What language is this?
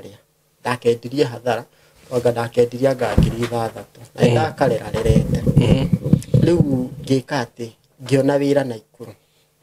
Kikuyu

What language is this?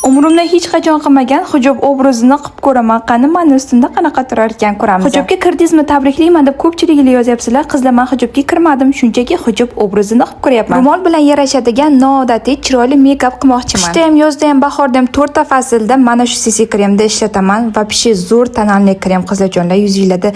Uzbek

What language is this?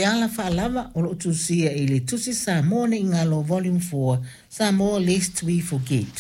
Samoan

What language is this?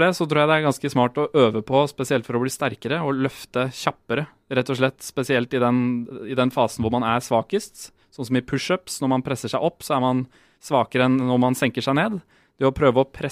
Norwegian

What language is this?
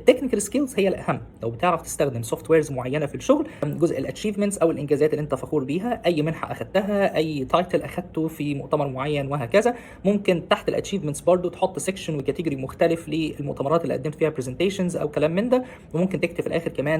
Egyptian Arabic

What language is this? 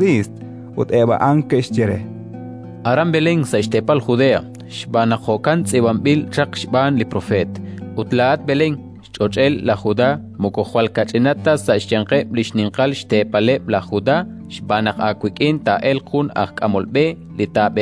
Kekchí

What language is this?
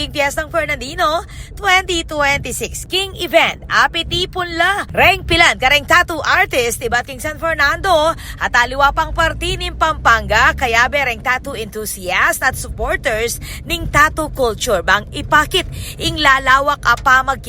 Pampanga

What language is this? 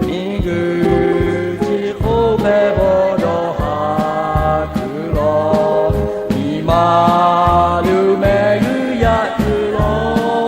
Lahu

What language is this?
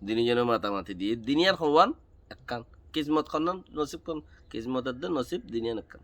Rohingya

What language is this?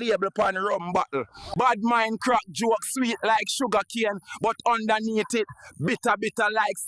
Jamaican Creole English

